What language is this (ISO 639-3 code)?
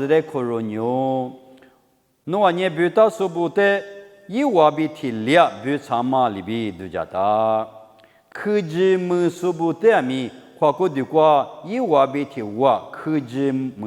lis